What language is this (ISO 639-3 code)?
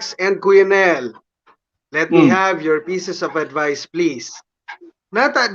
bik